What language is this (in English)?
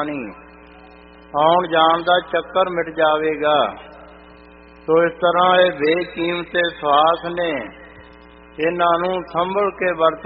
Punjabi